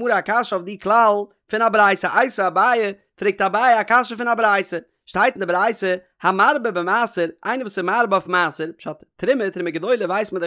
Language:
Yiddish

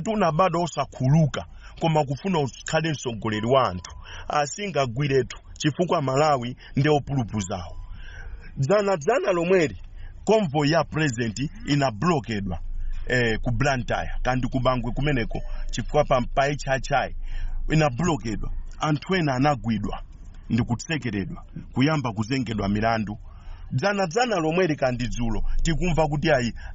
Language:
Nyanja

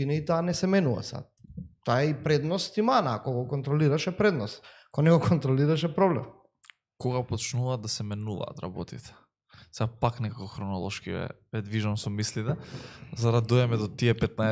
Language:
Macedonian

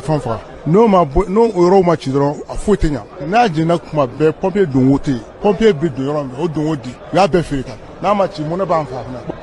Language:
Bambara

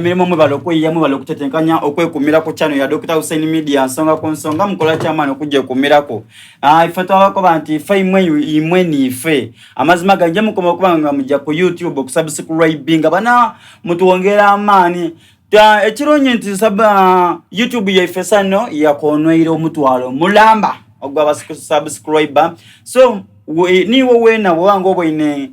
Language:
Soga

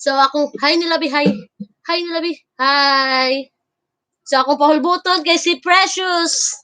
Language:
Cebuano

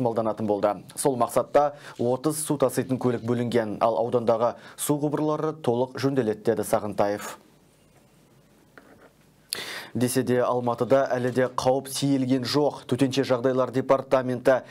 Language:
Kazakh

